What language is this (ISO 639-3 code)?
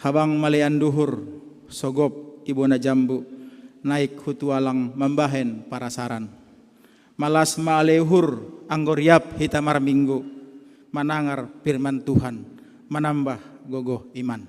bts